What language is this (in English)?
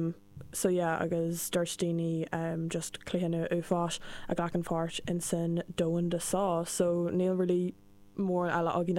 Irish